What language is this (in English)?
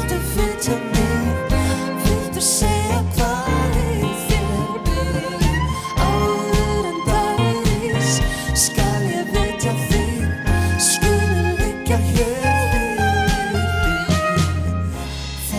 Icelandic